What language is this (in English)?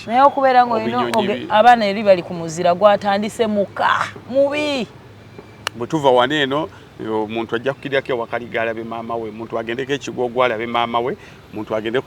Ganda